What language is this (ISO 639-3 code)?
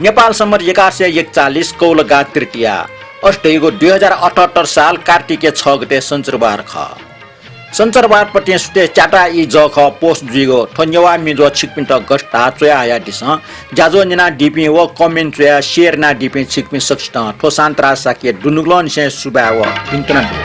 new